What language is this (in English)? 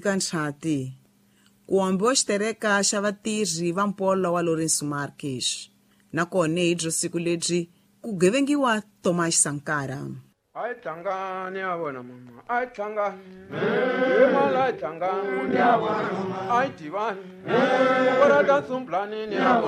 Tsonga